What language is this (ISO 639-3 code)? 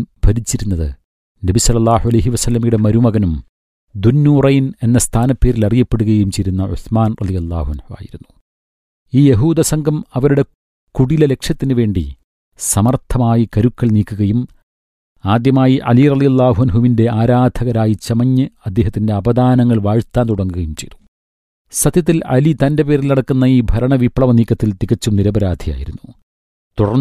mal